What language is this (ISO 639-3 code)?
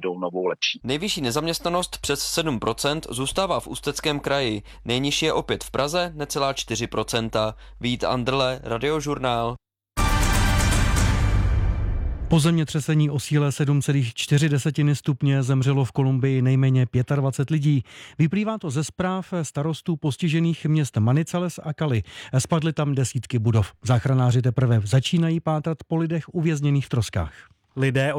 ces